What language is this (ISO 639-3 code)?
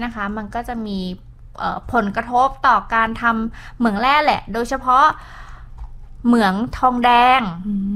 tha